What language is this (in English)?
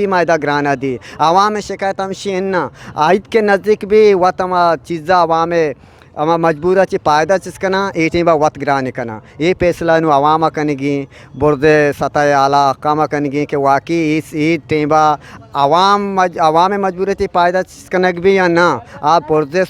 Eastern Balochi